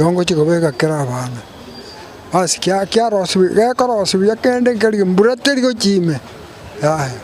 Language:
Gusii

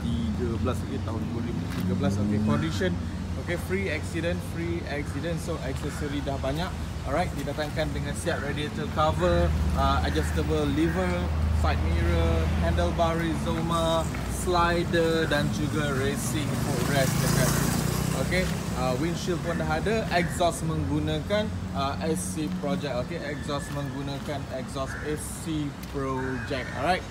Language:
Malay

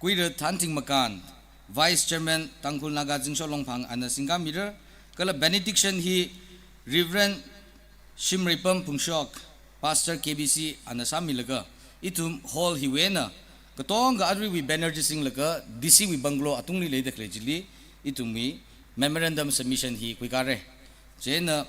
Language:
Tangkhul Naga (India)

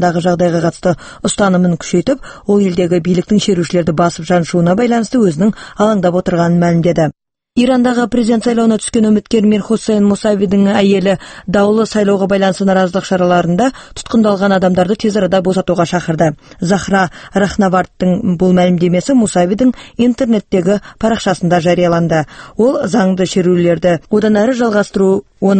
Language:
Kazakh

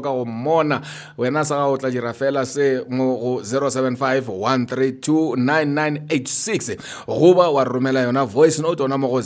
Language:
Northern Sotho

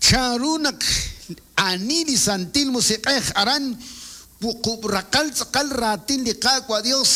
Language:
Kekchí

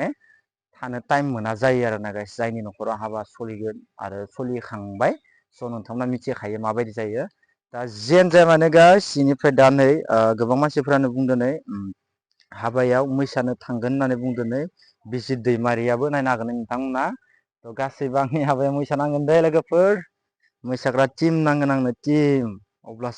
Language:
Bodo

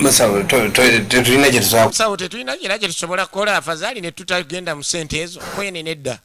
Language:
Ganda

